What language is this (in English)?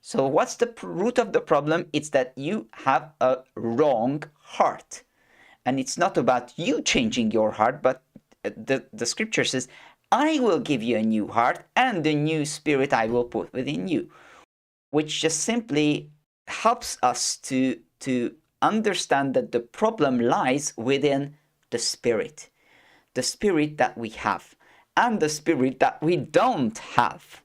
English